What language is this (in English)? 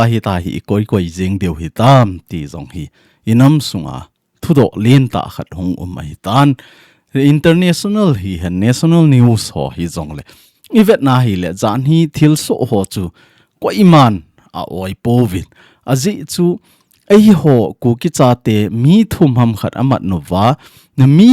Thado Chin